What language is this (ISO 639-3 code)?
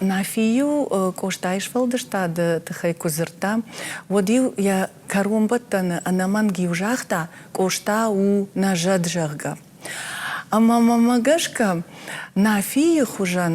oss